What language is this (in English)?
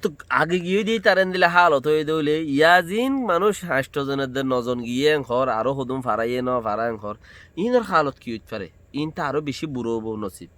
Rohingya